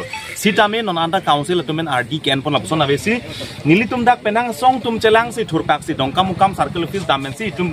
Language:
Karbi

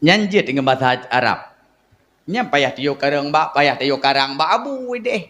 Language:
Achinese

